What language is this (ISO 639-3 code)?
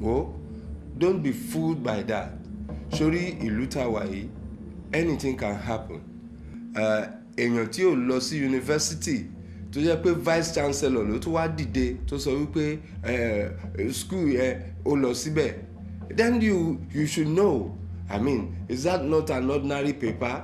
yor